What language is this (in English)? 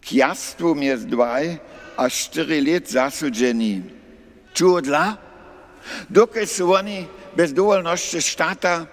Upper Sorbian